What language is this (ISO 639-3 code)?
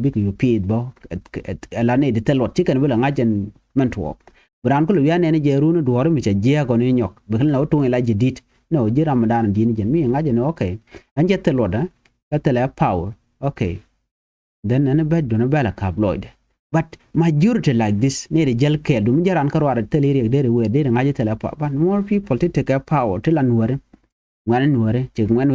nus